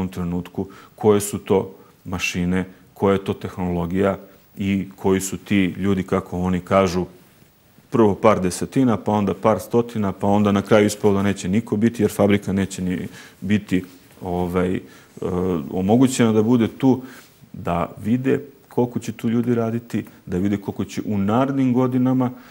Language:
Serbian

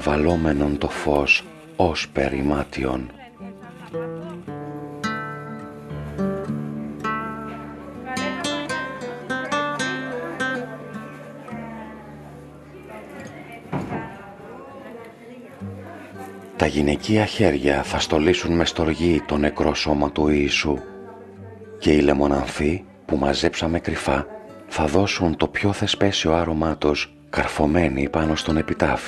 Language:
Greek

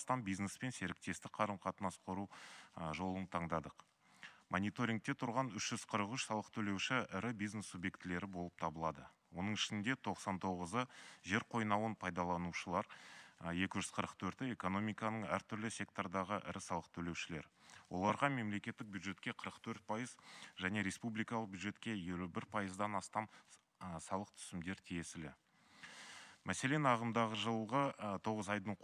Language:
Kazakh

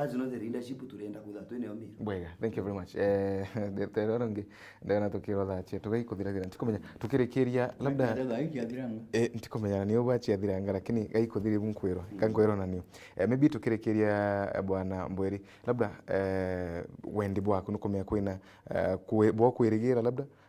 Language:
Meru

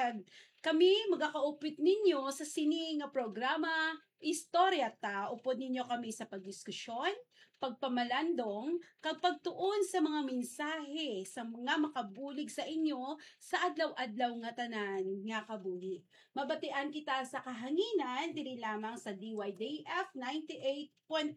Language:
Hiligaynon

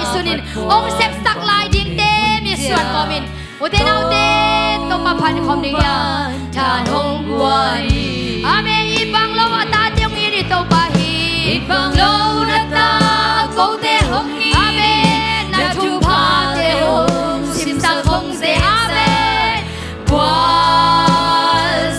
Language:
Tedim Chin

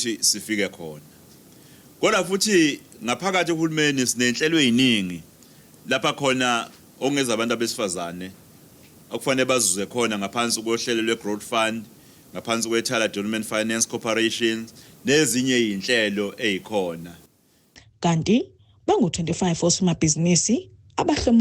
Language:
Zulu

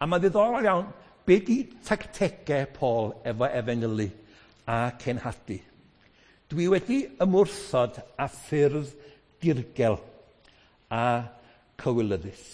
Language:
Welsh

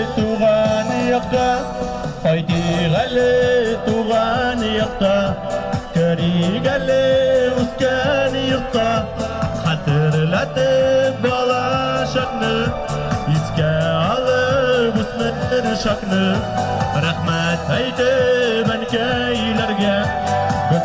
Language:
Tatar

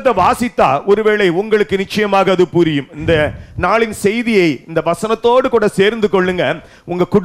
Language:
Tamil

